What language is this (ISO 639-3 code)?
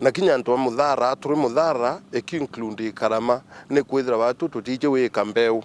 mer